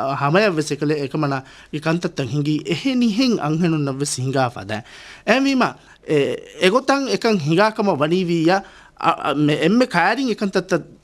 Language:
Divehi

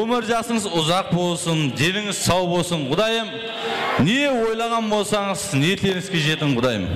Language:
Kara-Kalpak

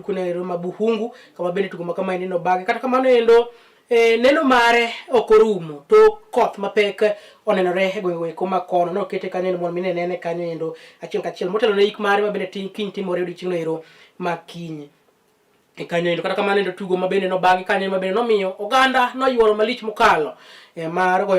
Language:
Luo (Kenya and Tanzania)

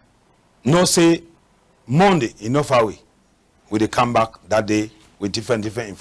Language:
Cameroon Pidgin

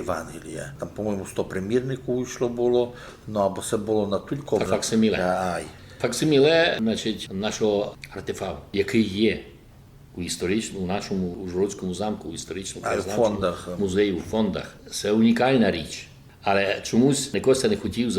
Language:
Rusyn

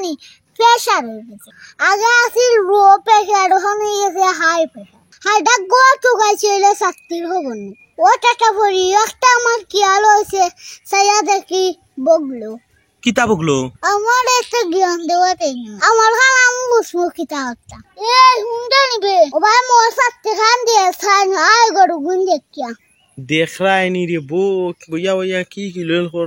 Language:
Sylheti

